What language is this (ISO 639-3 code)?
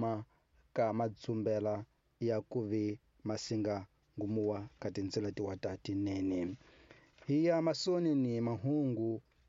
tso